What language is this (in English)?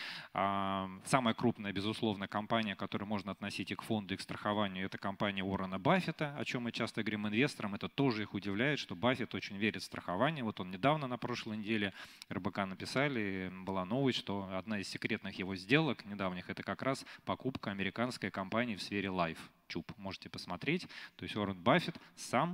Russian